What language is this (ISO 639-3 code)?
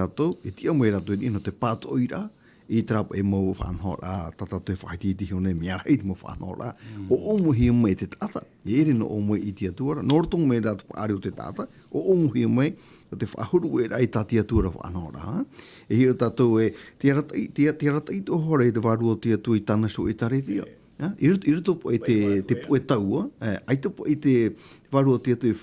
tah